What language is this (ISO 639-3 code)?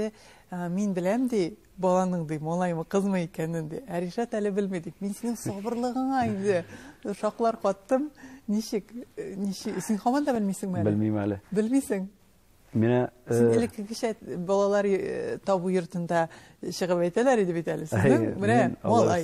tat